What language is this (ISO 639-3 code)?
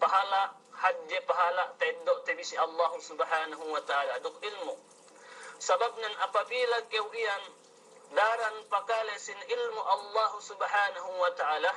yka